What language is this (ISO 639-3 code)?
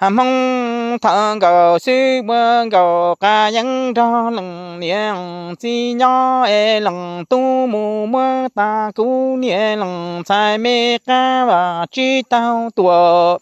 hmn